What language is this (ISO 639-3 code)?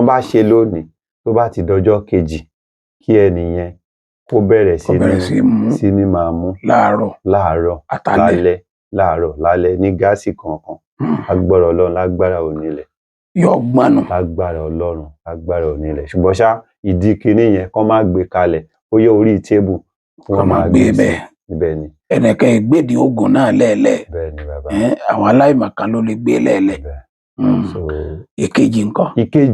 yor